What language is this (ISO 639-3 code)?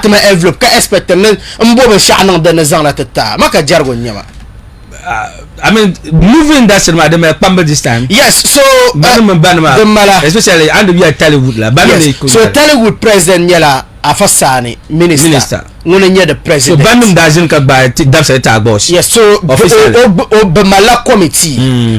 dag